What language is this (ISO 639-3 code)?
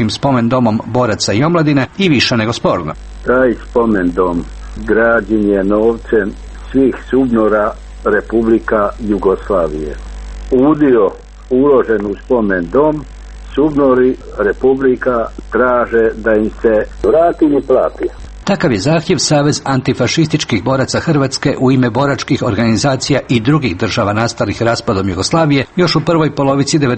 hrv